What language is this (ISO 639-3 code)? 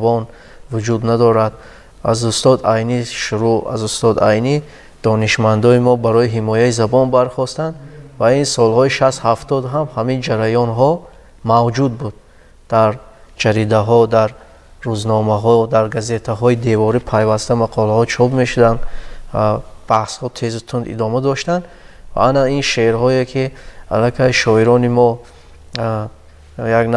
tgk